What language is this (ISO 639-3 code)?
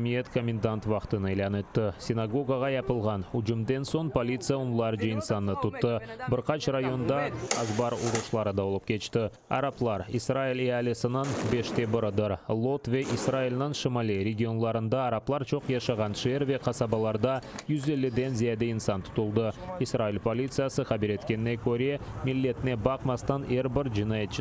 crh